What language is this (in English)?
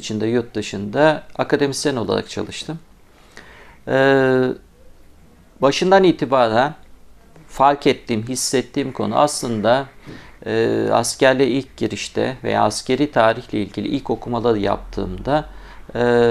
Turkish